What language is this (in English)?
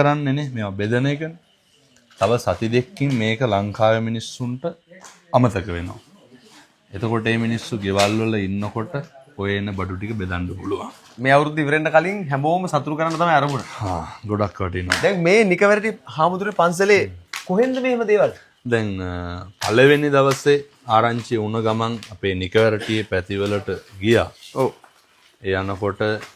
Sinhala